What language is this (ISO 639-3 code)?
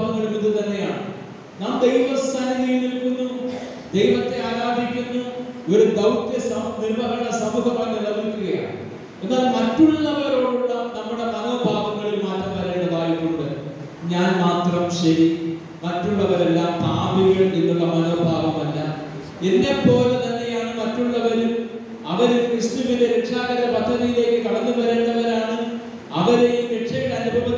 mal